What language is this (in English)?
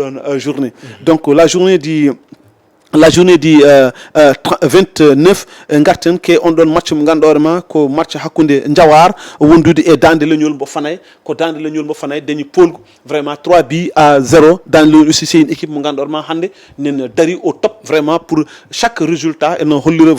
Fula